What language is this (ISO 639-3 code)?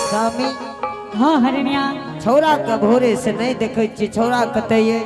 anp